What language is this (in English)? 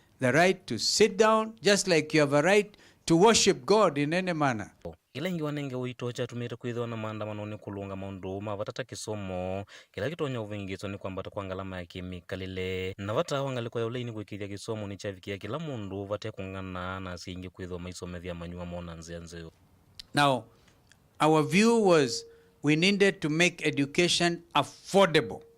Kamba